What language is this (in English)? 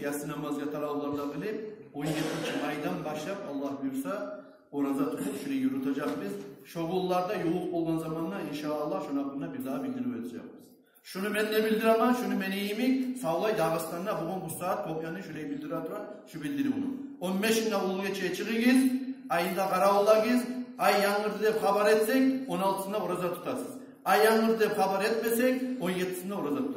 Kumyk